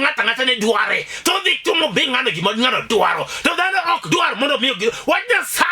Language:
Luo (Kenya and Tanzania)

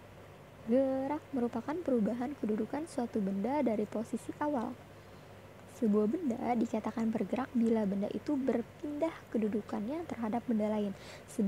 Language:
Indonesian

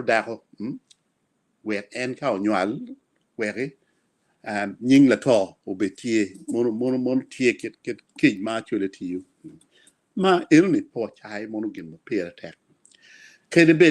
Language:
Acoli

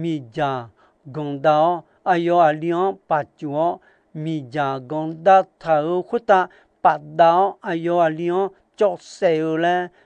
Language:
Akha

